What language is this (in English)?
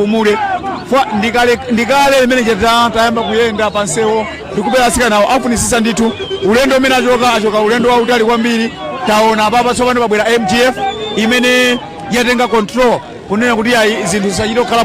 Nyanja